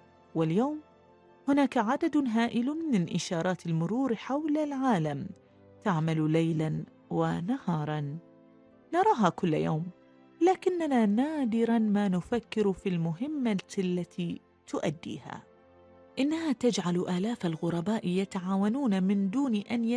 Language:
Arabic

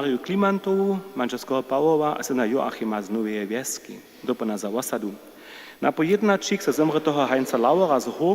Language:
Upper Sorbian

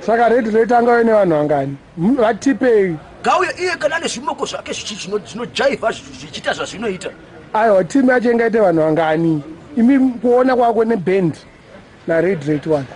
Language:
Shona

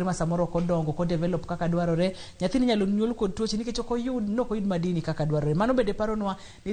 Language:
Luo (Kenya and Tanzania)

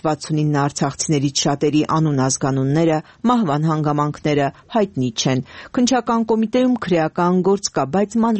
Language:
Armenian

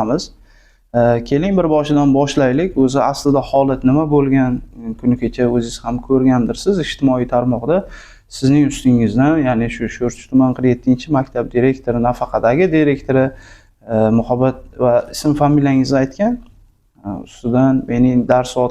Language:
Uzbek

